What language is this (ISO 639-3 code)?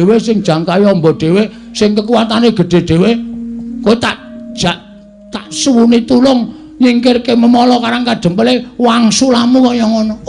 jav